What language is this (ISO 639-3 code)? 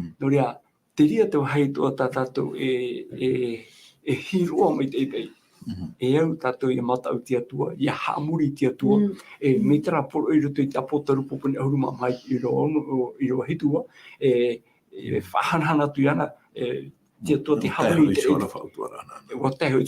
tah